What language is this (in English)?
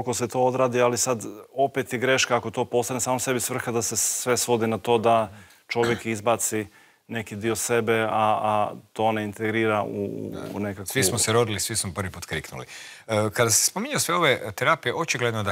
Croatian